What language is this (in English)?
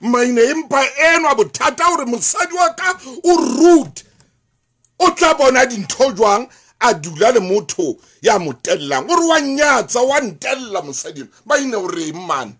Southern Sotho